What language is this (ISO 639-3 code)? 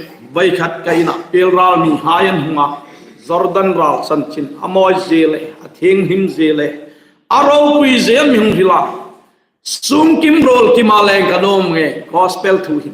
hmr